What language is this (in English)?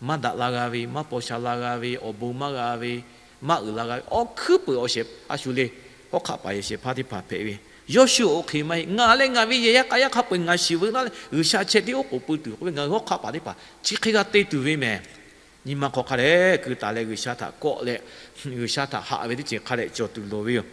Lahu